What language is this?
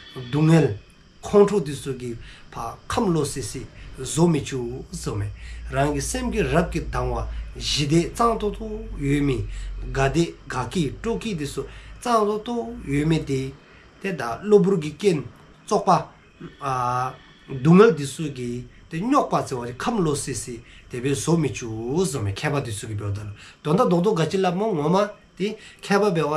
Dzongkha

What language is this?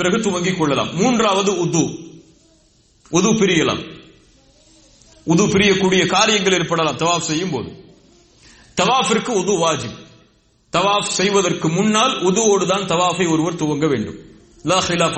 Tamil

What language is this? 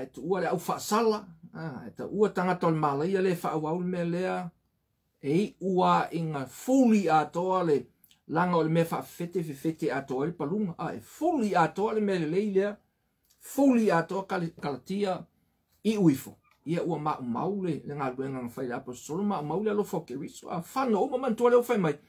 Samoan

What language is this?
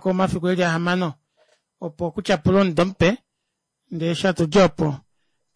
Kuanyama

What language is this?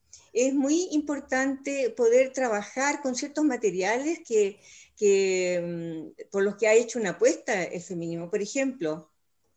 Spanish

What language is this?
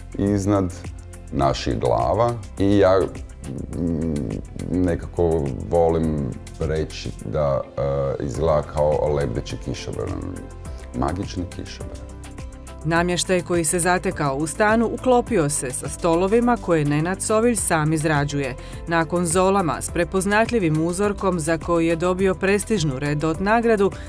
Croatian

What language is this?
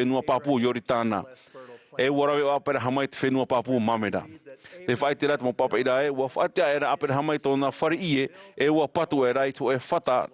Tahitian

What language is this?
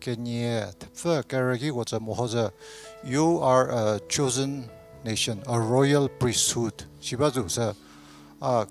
Angami Naga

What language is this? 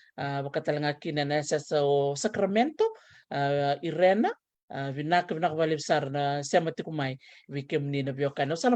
Fijian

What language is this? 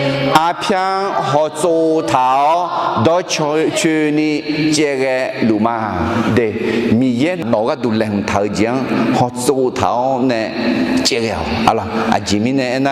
Akha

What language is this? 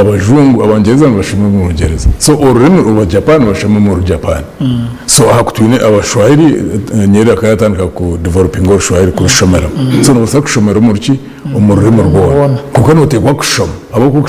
Nyankole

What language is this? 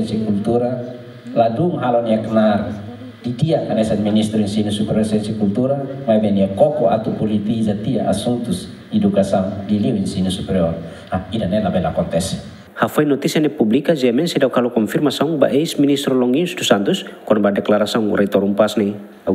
Tetum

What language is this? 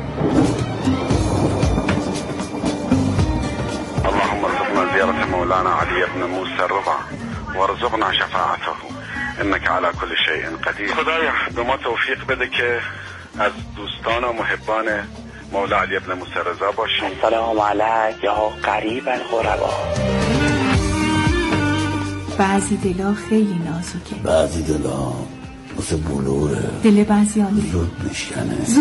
Persian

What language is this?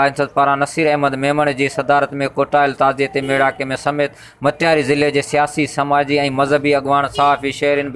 Sindhi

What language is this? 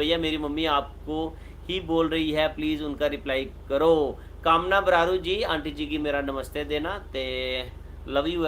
Dogri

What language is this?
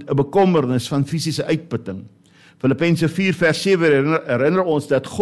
Afrikaans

